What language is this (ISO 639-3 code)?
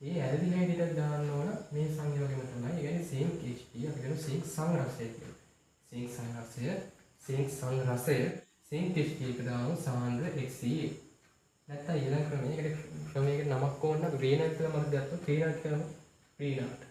sin